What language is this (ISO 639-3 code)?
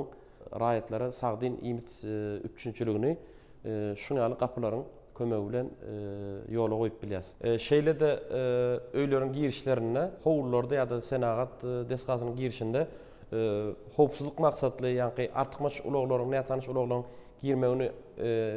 tuk